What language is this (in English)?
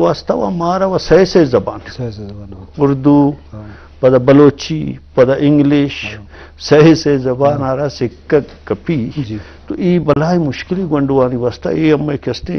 Eastern Balochi